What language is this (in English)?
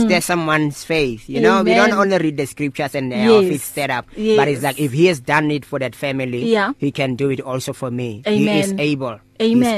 English